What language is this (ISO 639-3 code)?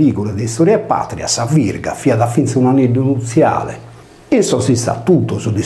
srd